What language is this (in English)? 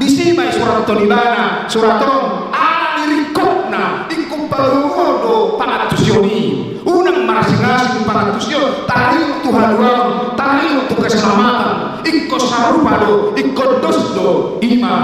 Batak Toba